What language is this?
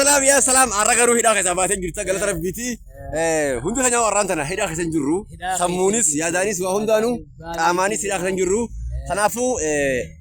Oromo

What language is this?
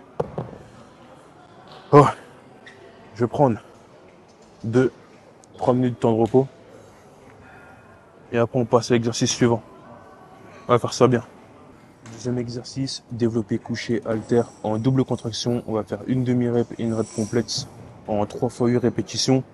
French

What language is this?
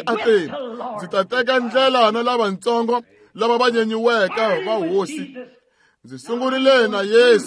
Tsonga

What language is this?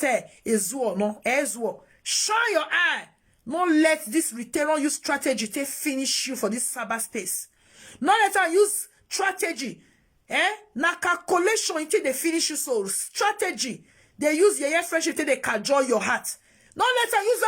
Nigerian Pidgin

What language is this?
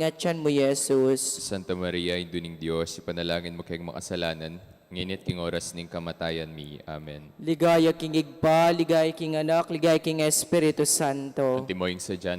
Pampanga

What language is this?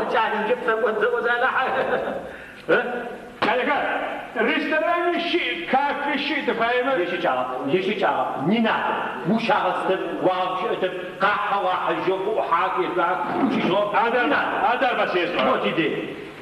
Adyghe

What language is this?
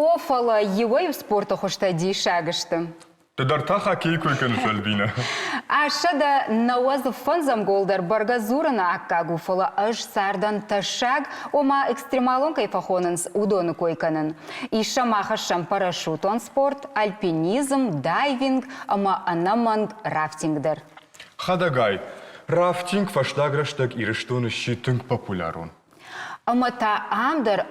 Ossetic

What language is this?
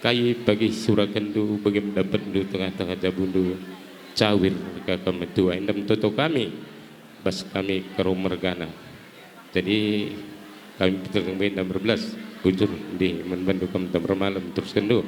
Batak Karo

